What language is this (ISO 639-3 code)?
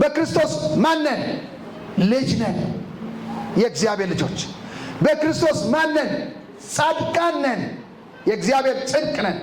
amh